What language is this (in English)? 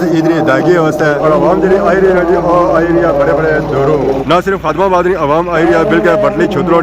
Pahari-Potwari